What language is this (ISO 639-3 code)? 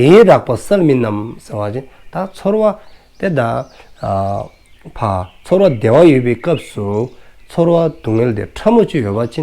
dzo